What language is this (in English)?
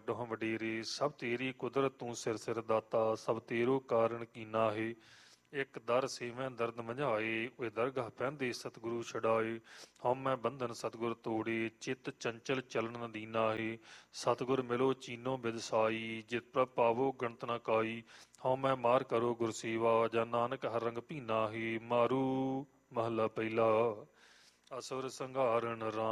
Punjabi